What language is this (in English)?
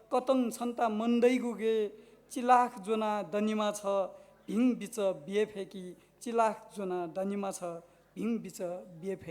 Newari